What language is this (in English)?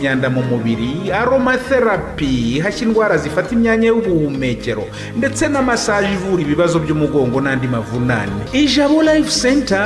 Kinyarwanda